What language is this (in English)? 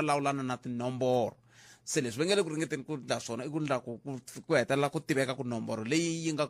Tsonga